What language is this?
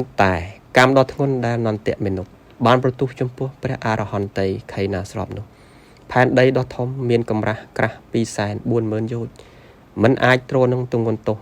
Khmer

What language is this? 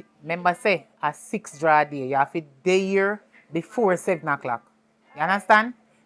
Jamaican Creole English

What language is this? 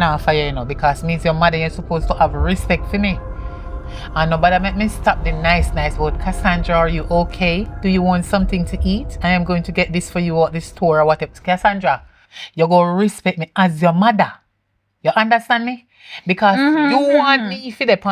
Jamaican Creole English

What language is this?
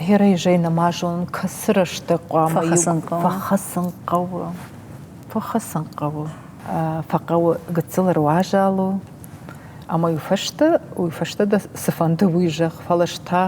Ossetic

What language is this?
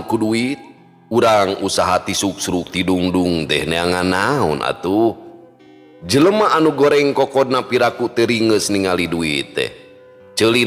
Sundanese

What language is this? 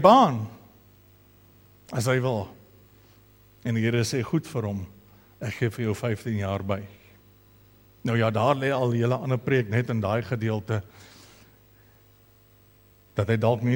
Afrikaans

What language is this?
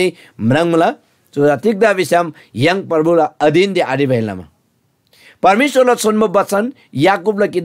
Eastern Tamang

